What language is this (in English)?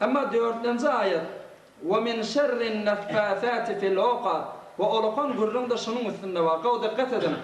Turkmen